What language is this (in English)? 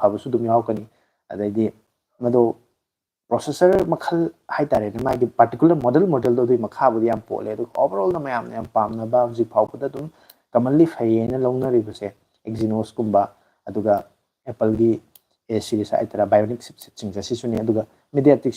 Manipuri